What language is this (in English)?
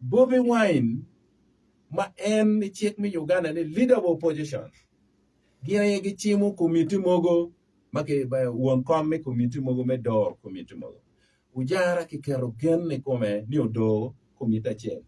Acoli